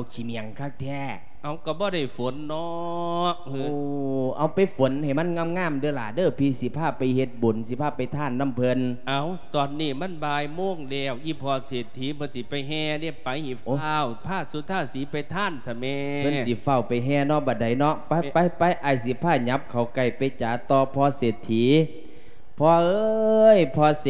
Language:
Lao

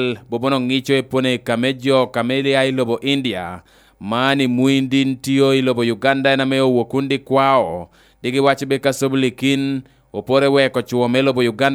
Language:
Lango (Uganda)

